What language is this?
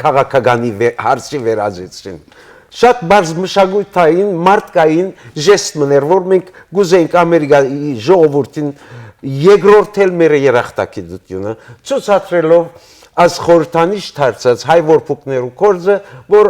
Western Armenian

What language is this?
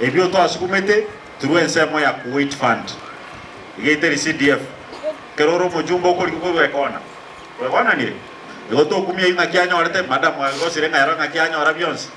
Gusii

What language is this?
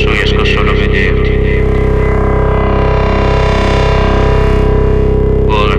Italian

